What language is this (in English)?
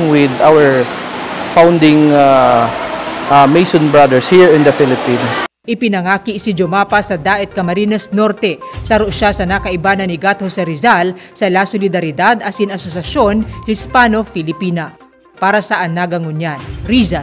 Bikol